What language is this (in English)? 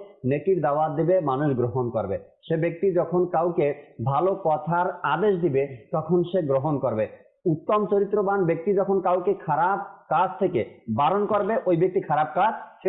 Bangla